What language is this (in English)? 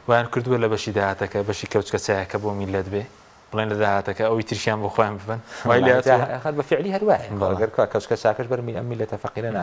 Central Kurdish